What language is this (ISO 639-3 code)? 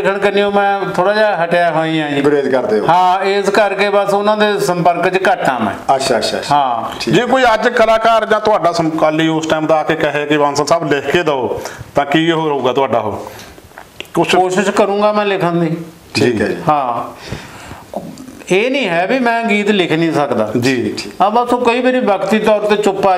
pan